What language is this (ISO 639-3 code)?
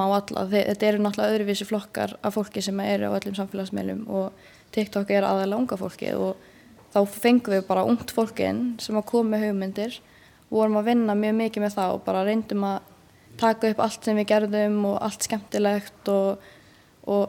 isl